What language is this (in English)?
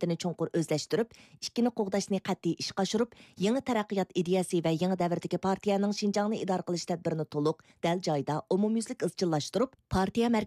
Uyghur